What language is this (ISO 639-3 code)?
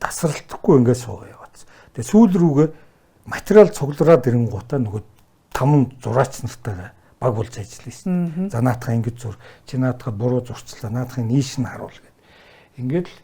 mon